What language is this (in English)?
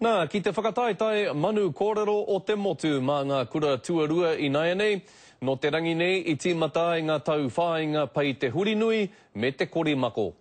Māori